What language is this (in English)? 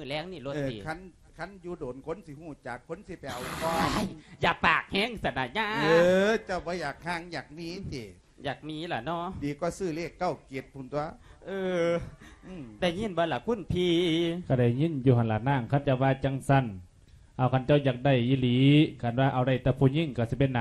Lao